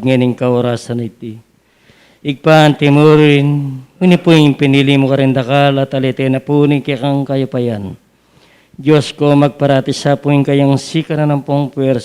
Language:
Pampanga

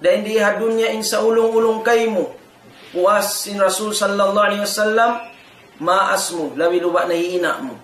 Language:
Tausug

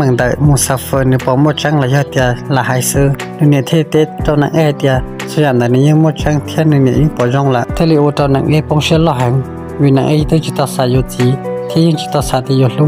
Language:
Hmong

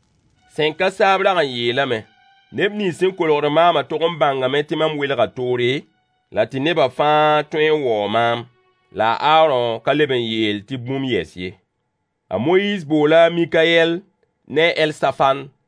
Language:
Mossi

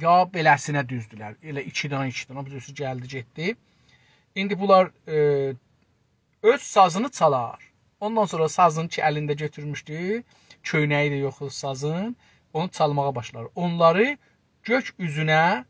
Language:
South Azerbaijani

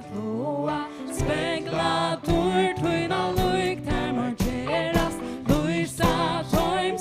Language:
Faroese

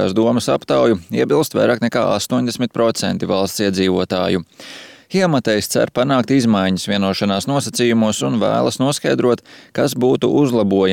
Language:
Latvian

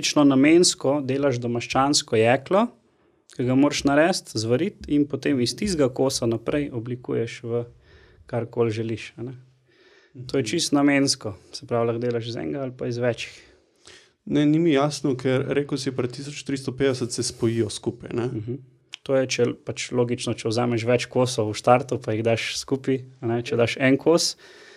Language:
Slovenian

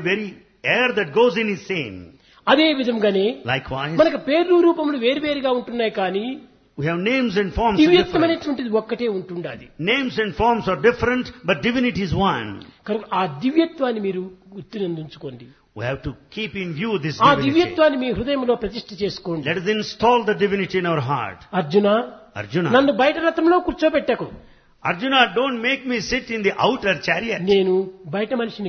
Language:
Telugu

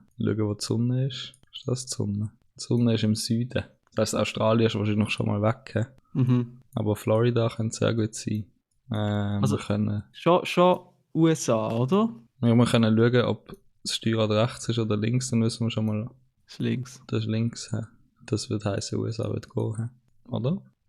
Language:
Swiss German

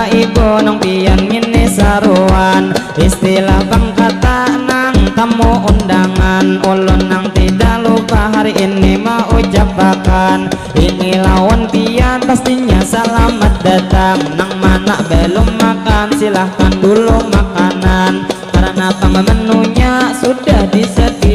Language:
Banjar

